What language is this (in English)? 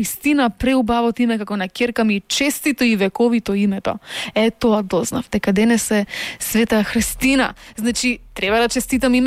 Macedonian